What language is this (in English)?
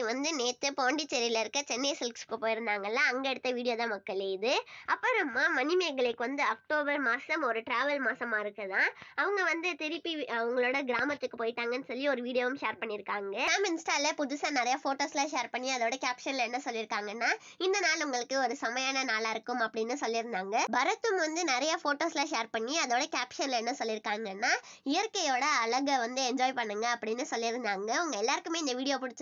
Tamil